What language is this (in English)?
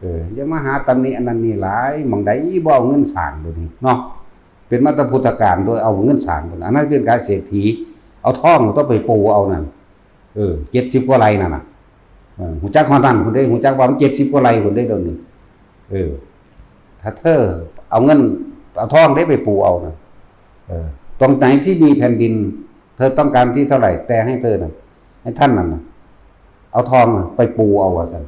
Northeastern Thai